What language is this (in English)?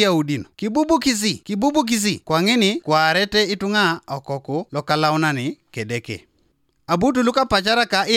Teso